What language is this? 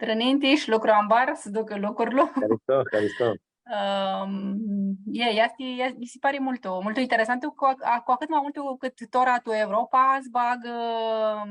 Aromanian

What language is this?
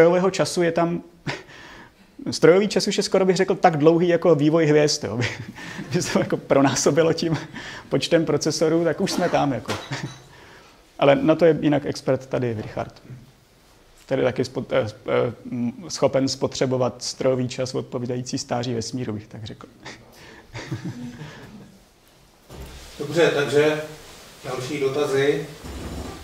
Czech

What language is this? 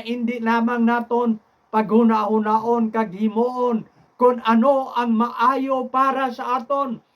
Hiligaynon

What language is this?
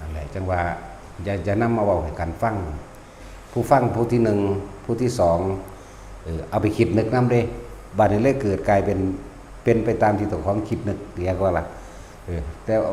Northeastern Thai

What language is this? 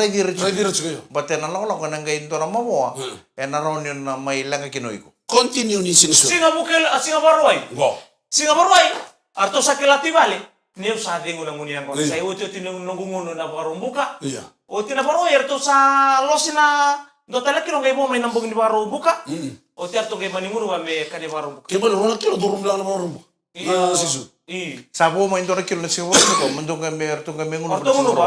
Fijian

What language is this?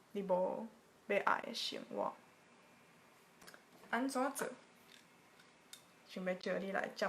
Min Nan Chinese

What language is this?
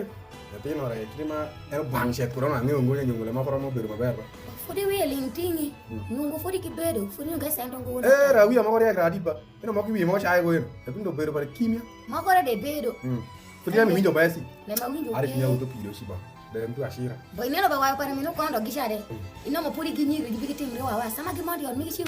Alur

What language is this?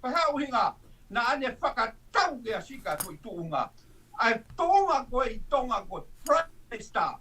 Tongan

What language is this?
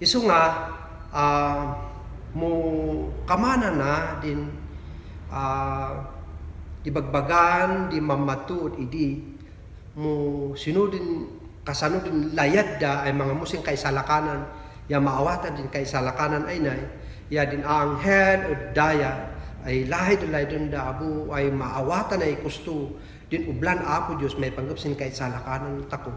Kankanaey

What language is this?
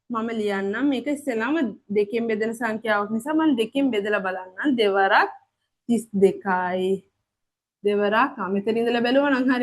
Sinhala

